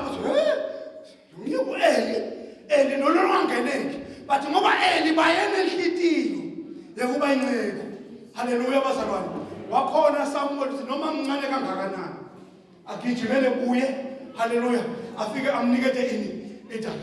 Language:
Zulu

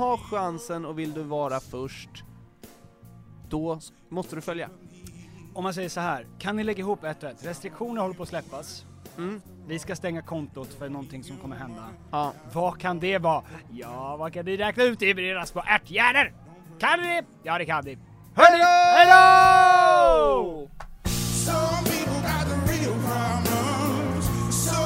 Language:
Swedish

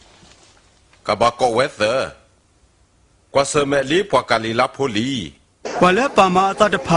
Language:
S'gaw Karen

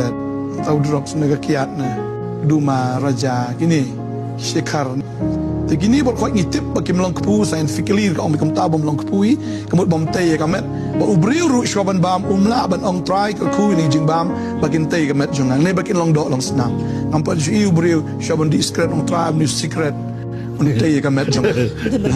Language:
Khasi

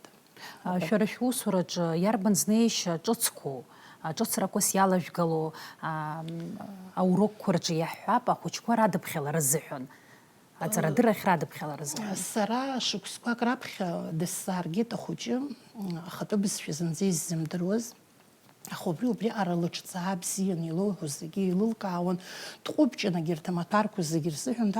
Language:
Abkhazian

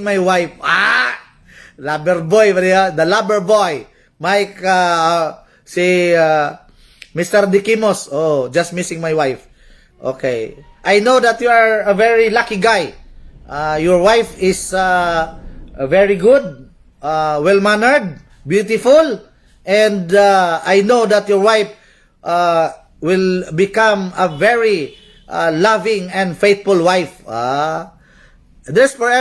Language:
Cebuano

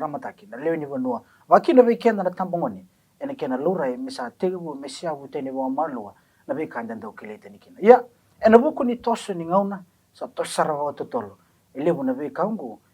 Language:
Fijian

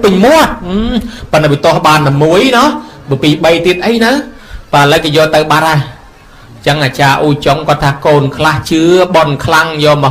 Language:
Khmer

